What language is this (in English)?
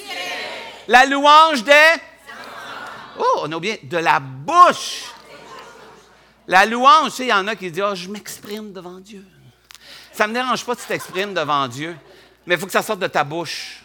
French